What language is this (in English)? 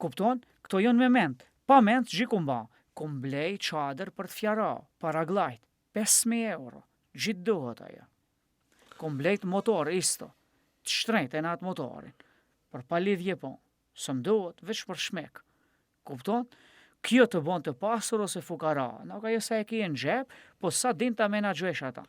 Albanian